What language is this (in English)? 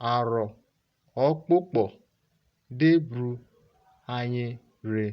Urhobo